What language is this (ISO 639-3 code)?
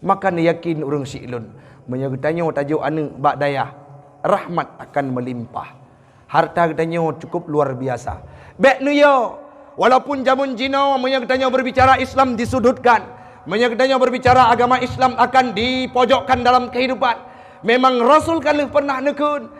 ace